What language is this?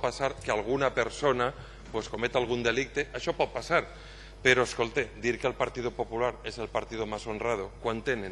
Catalan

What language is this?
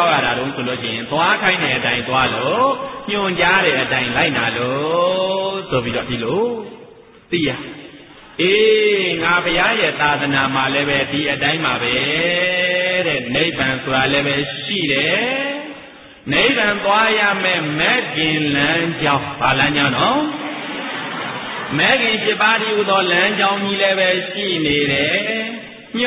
Burmese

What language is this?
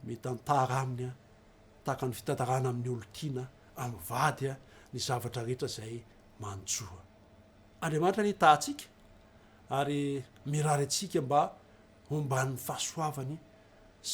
Malagasy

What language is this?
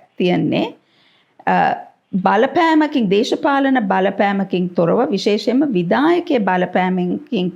Sinhala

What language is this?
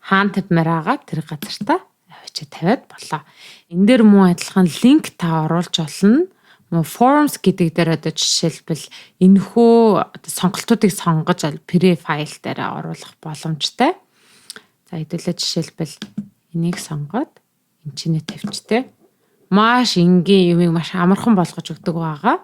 Mongolian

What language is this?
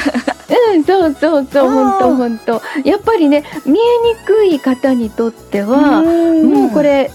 Japanese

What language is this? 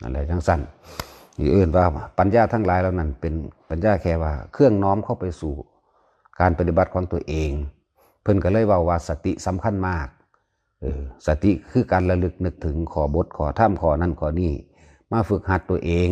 Northeastern Thai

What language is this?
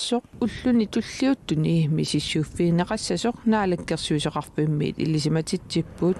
Kalaallisut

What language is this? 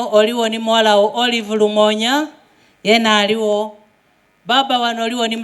Soga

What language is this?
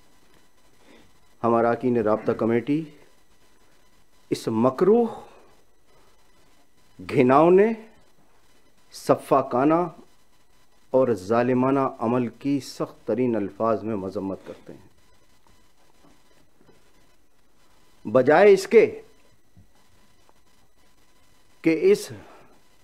Urdu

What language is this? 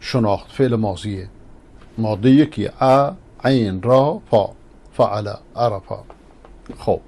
Persian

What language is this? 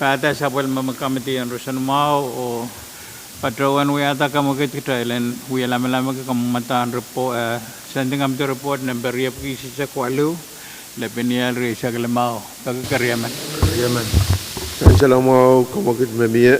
Pohnpeian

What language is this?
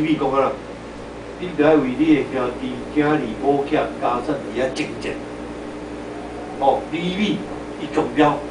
Min Nan Chinese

